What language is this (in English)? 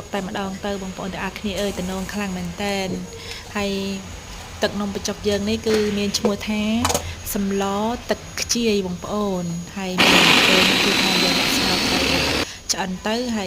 Khmer